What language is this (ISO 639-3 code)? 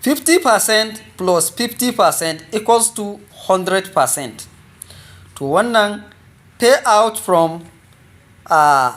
hau